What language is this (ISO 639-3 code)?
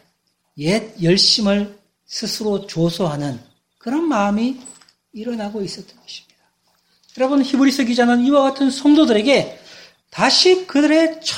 kor